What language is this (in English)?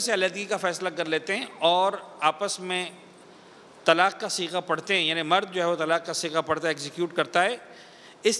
Urdu